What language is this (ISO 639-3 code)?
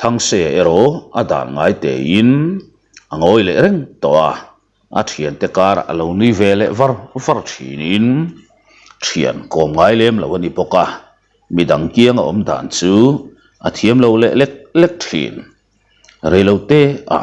lus